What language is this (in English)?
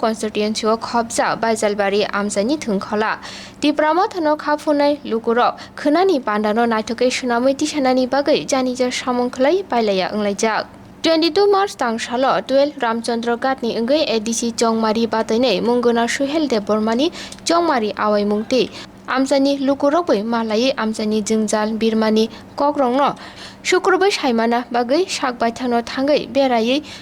Kok Borok